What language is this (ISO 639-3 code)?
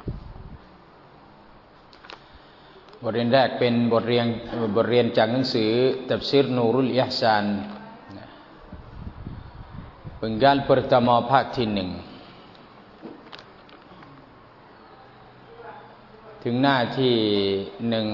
tha